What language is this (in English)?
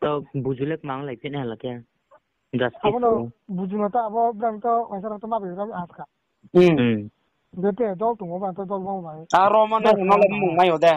Riang (India)